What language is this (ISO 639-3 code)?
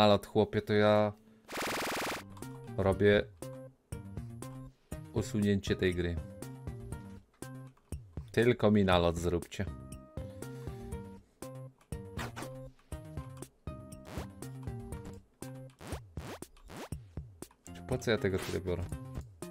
pol